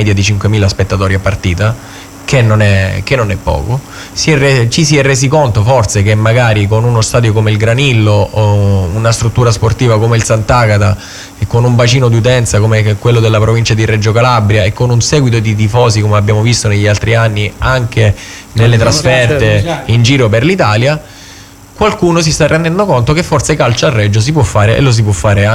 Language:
Italian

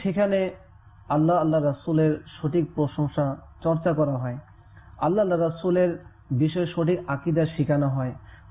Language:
Bangla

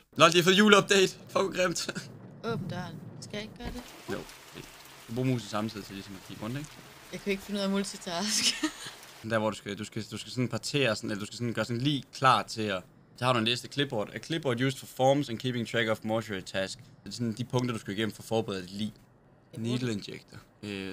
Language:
Danish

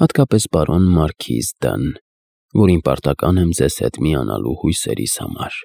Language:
Armenian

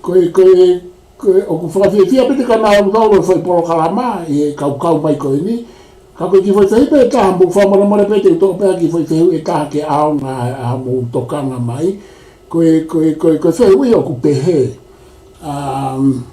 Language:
Tongan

